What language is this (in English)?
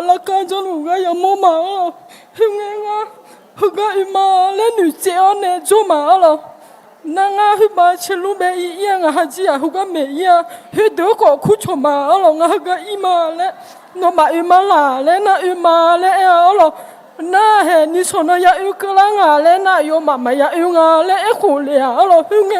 Akha